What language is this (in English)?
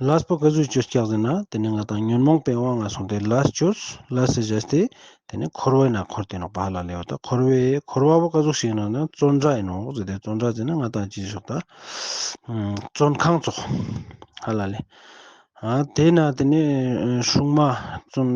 Ladakhi